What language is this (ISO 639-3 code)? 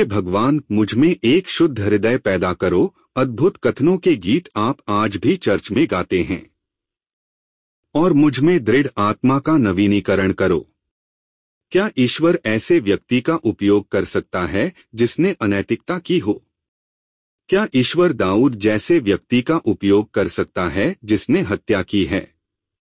hin